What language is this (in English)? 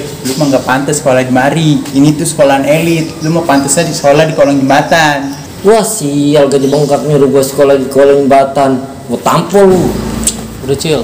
Betawi